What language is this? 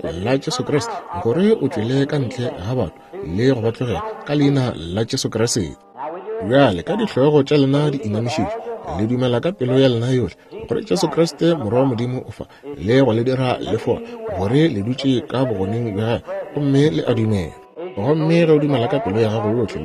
Northern Sotho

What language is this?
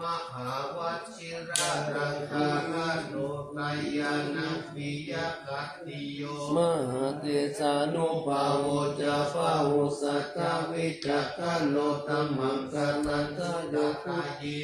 Pali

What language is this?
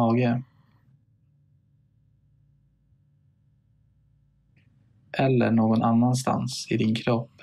Swedish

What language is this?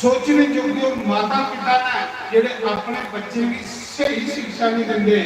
Dogri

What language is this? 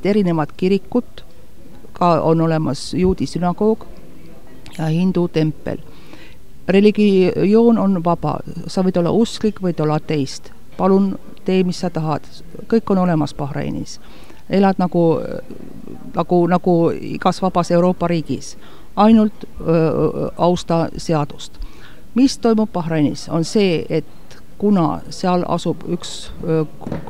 Estonian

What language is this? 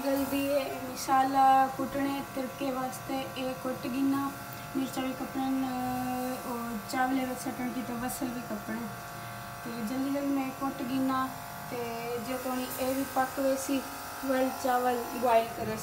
Saraiki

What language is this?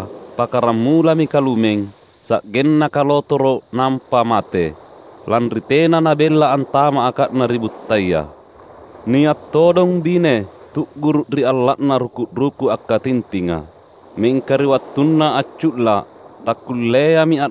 Makasar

